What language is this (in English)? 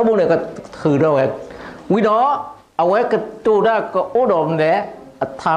S'gaw Karen